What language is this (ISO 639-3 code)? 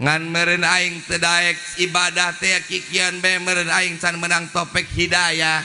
sun